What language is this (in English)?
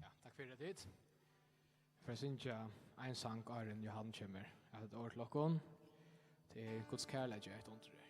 Faroese